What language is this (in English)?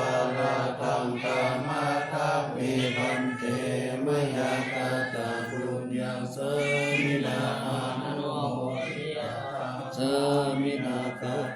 Pali